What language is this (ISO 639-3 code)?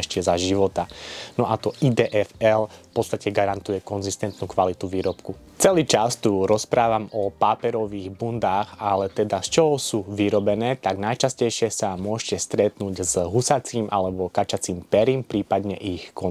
slk